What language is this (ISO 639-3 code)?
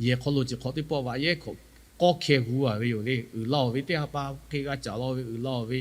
lhu